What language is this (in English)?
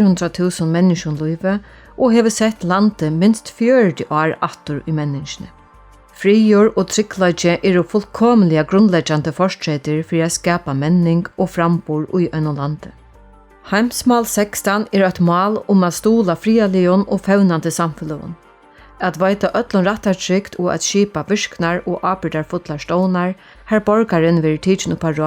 Faroese